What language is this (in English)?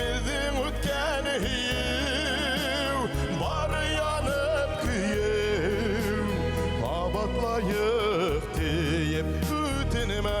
Bashkir